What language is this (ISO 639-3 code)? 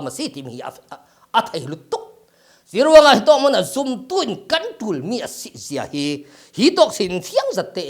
cfm